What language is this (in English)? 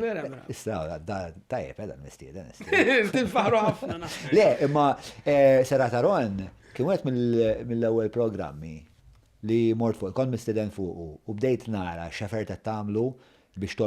Maltese